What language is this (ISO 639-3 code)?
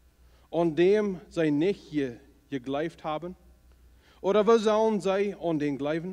pdt